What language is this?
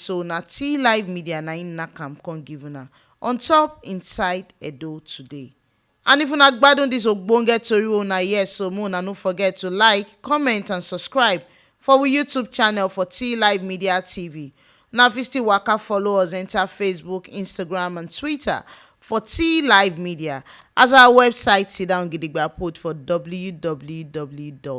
Nigerian Pidgin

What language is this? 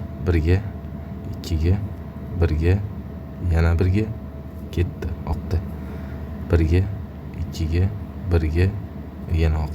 Uzbek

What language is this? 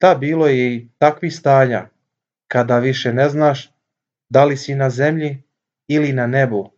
Serbian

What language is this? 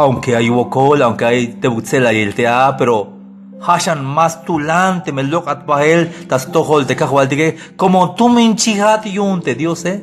Tzeltal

